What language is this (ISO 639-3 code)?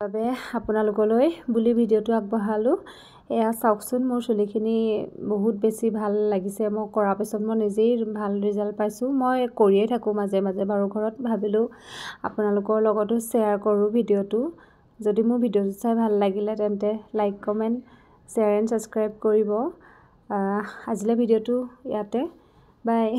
asm